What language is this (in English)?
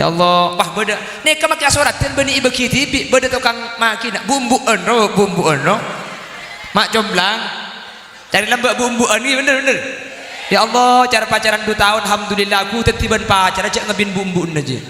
Madurese